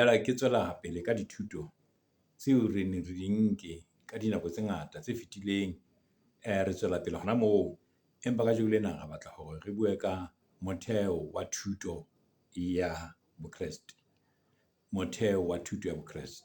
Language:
Southern Sotho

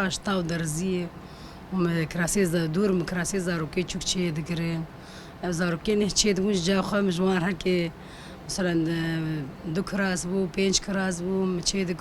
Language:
Kurdish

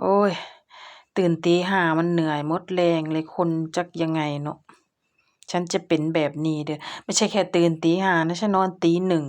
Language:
Lao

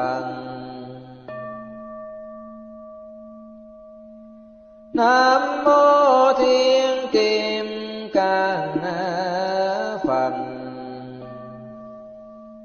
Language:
Vietnamese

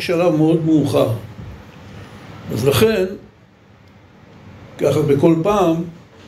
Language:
Hebrew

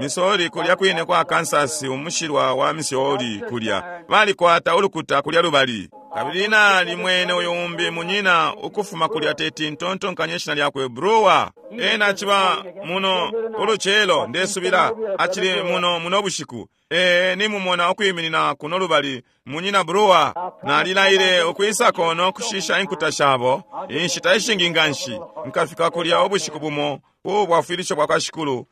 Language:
Bemba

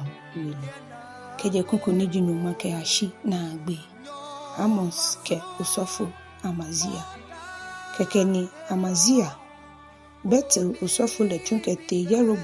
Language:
Ga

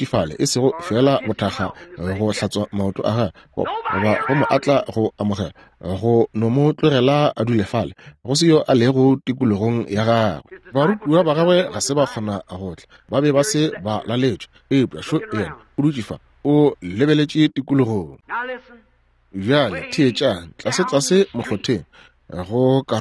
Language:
Northern Sotho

